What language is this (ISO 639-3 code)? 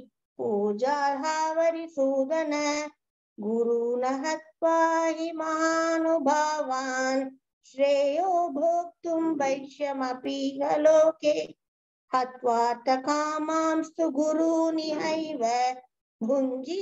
san